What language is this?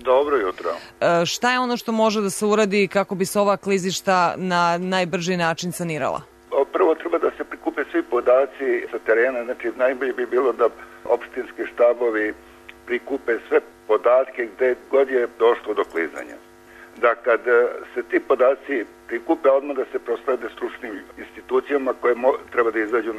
Serbian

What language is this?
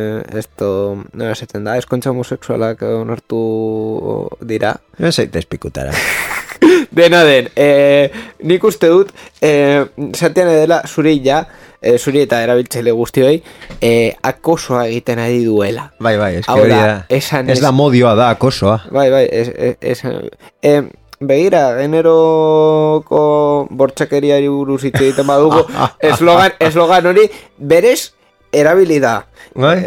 Basque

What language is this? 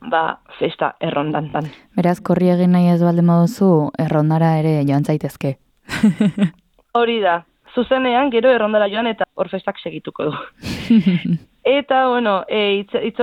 Basque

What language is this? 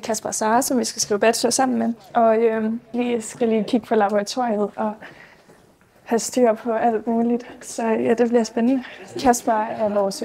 Danish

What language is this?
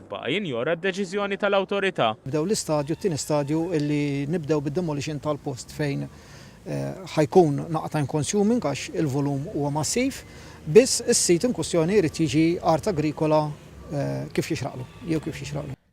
Maltese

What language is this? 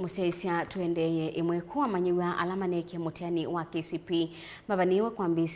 Kamba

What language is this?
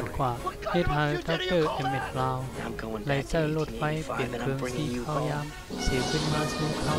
Shan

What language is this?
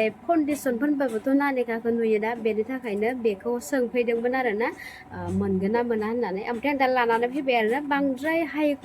Bodo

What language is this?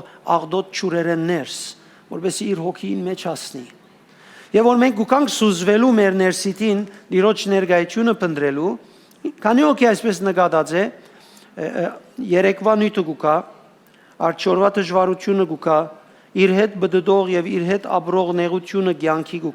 Western Armenian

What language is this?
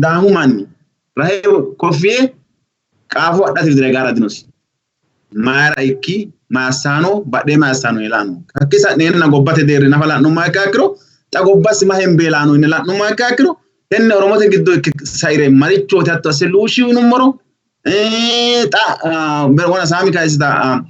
Sidamo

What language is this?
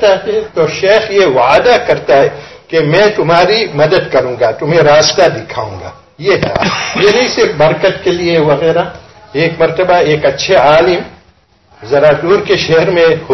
Urdu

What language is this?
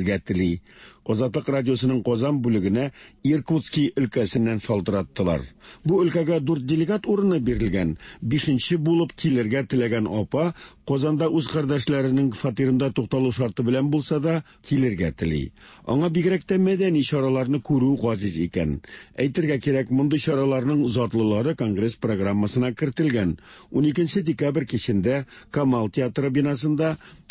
Tatar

